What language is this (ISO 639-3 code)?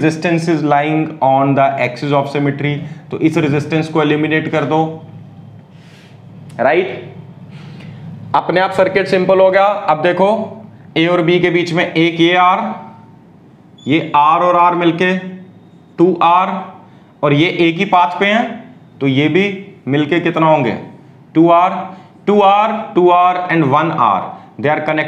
hin